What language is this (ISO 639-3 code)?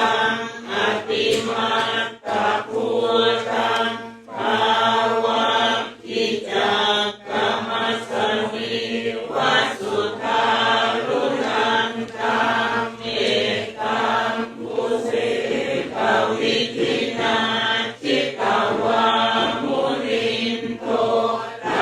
pli